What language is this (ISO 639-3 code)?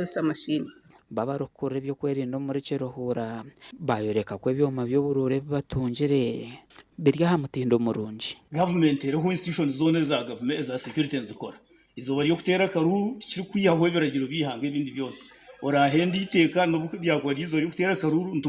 nyn